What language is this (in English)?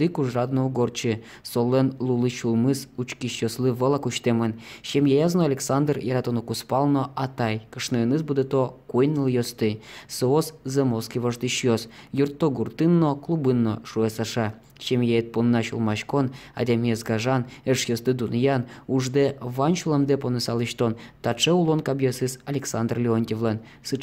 Udmurt